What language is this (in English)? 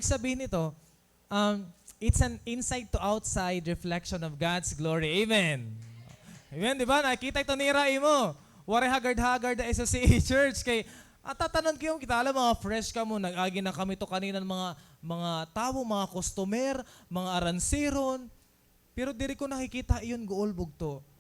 Waray